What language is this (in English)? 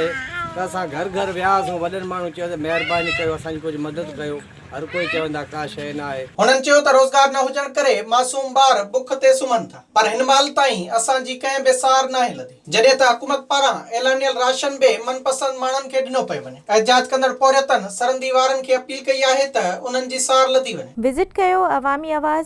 Sindhi